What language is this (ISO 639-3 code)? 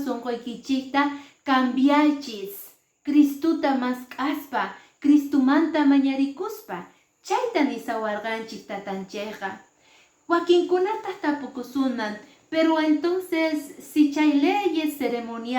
que